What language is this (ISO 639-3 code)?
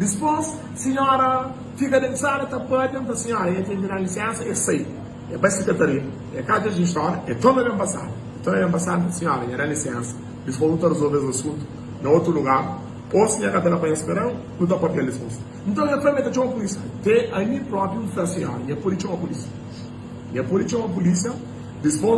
kea